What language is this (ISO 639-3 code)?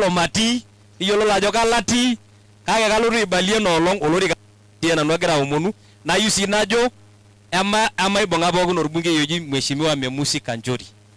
mas